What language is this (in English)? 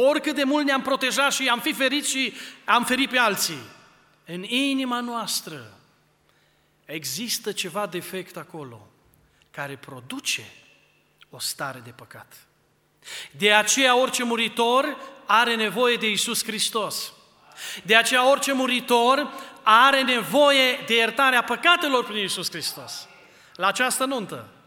Romanian